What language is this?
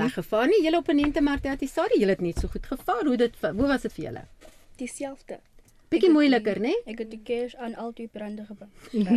Afrikaans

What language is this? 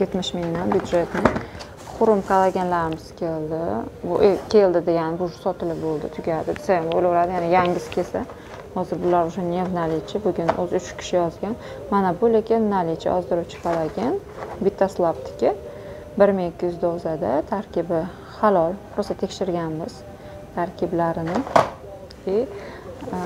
Uzbek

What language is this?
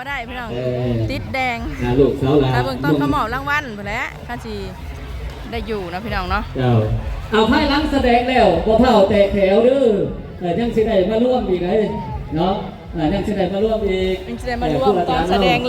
Northeastern Thai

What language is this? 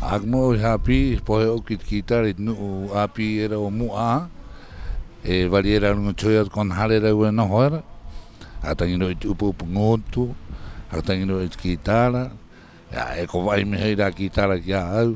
Rapanui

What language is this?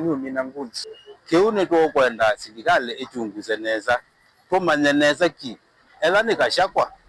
Kamba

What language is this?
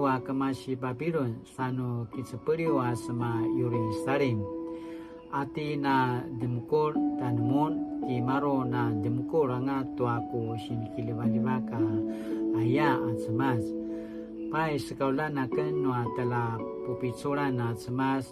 Paiwan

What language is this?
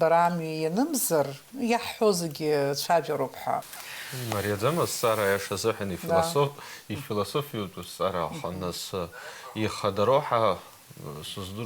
Abkhazian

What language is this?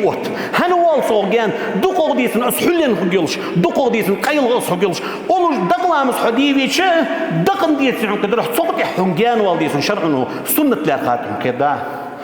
Ingush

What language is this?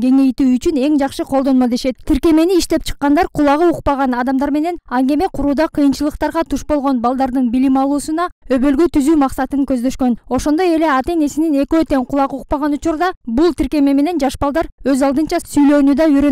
Kyrgyz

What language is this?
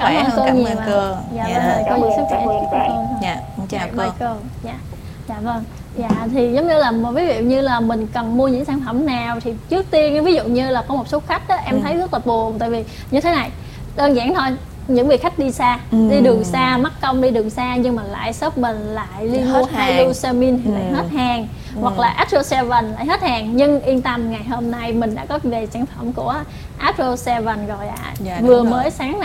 Vietnamese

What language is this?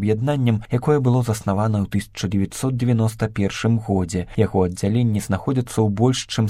Belarusian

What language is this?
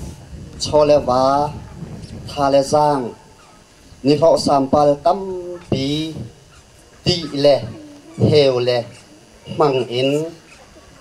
Hakha Chin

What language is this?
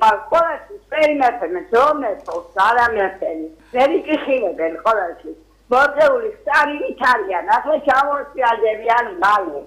Georgian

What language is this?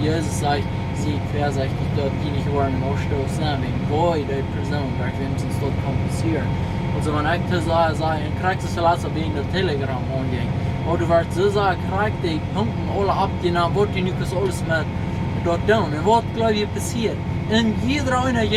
Plautdietsch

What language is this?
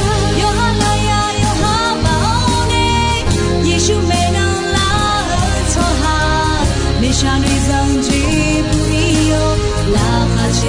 Akha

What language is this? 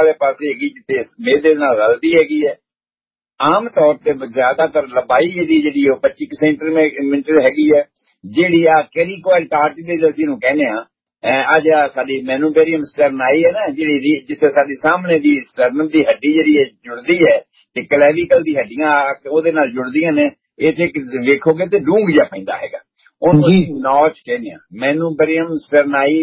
Punjabi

